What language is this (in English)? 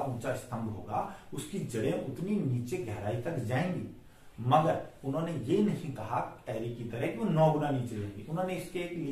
Hindi